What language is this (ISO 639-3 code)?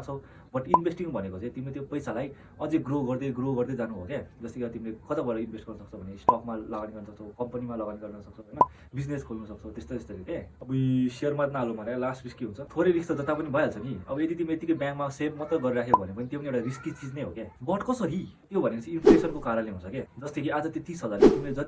nep